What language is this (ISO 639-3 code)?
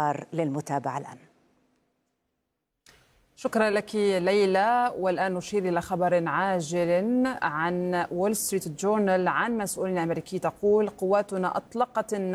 ara